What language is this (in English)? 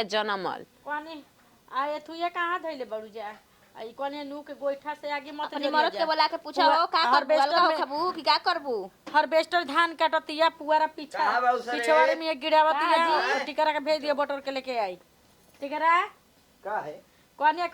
Bhojpuri